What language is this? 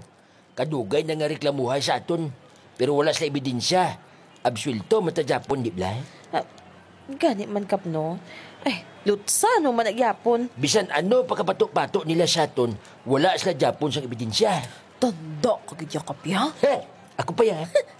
Hiligaynon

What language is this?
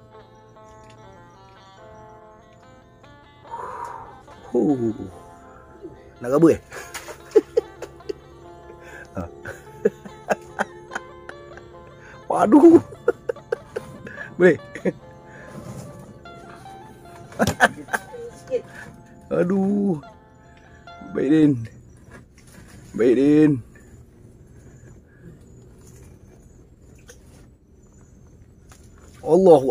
Malay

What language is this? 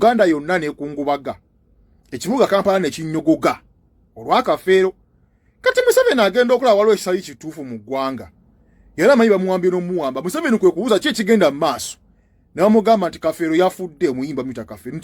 Ganda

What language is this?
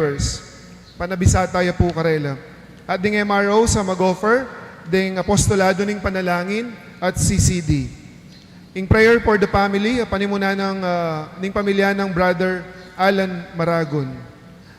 Pampanga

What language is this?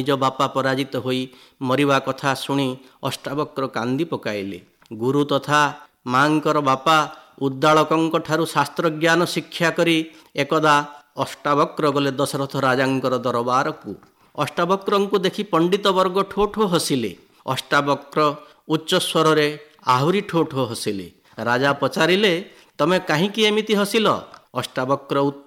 Odia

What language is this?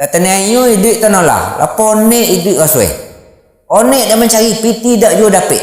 Minangkabau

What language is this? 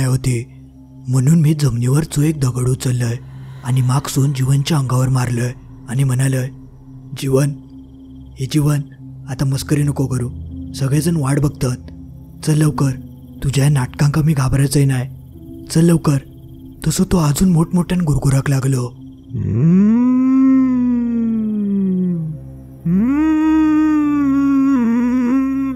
Marathi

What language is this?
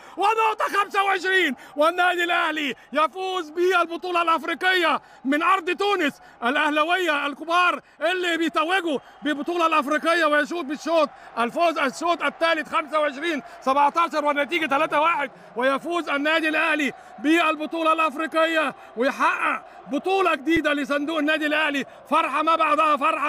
Egyptian Arabic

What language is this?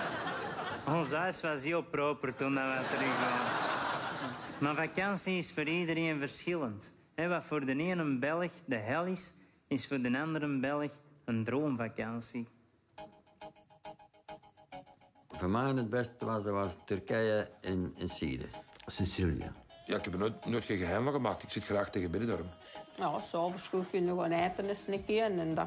Dutch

